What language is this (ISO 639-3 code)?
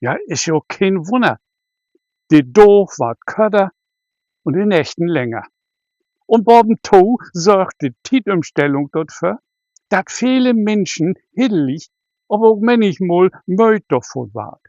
nds